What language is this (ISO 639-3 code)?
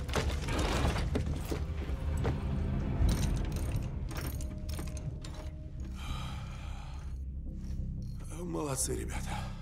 rus